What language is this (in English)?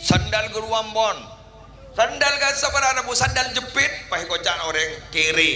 Madurese